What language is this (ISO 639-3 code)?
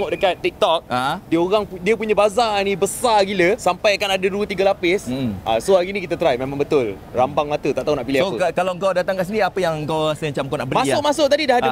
msa